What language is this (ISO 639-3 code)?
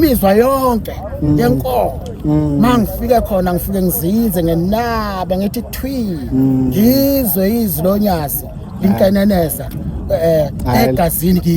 zul